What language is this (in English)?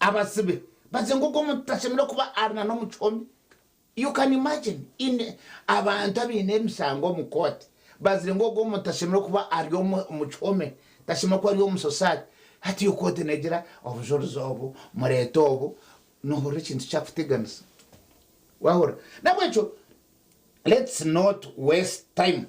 Nyankole